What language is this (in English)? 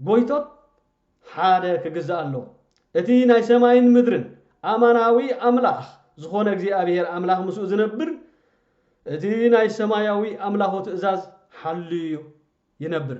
Tigrinya